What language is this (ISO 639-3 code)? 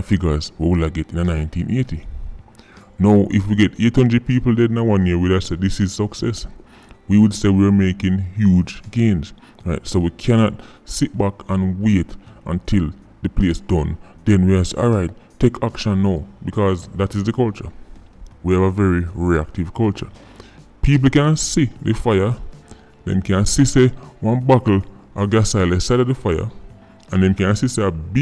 jam